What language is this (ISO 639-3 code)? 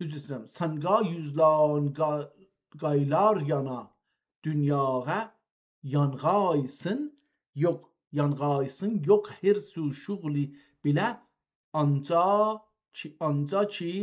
azb